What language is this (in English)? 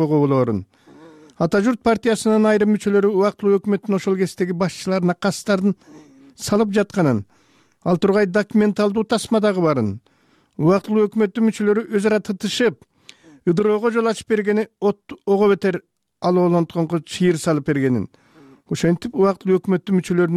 Kyrgyz